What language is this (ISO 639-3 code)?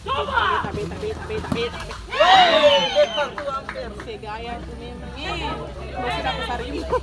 abs